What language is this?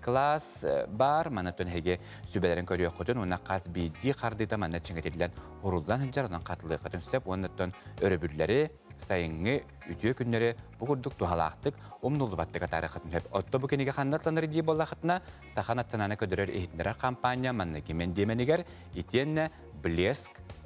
Yakut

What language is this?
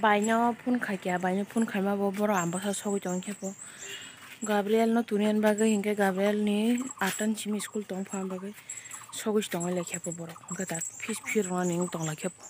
Kok Borok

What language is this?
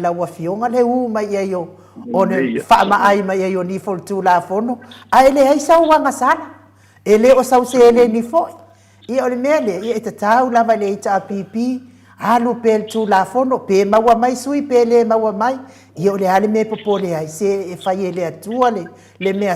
Samoan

